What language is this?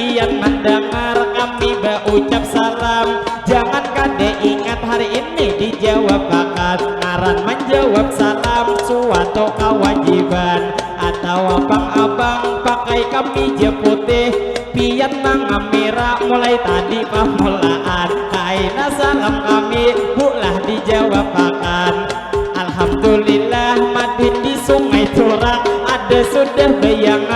Banjar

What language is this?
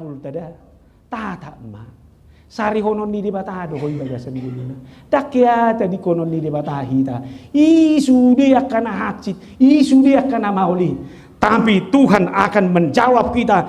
Batak Toba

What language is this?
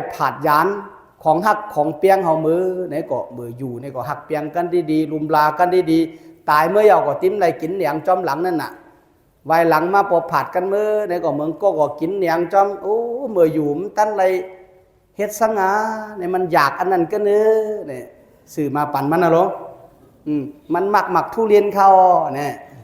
Shan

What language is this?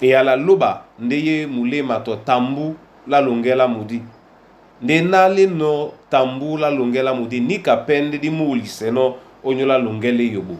Duala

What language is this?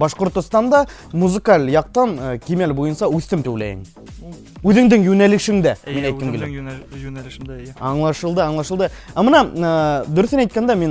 Bashkir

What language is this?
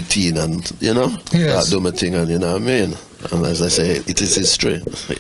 Jamaican Creole English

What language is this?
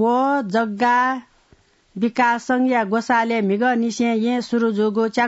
Newari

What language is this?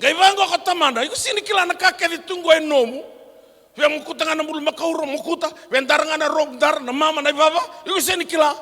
Fijian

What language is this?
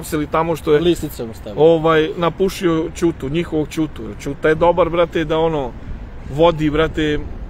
Serbian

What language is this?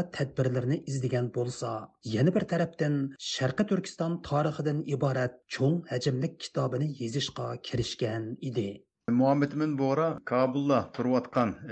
Uyghur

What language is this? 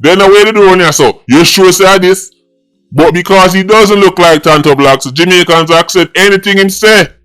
Jamaican Creole English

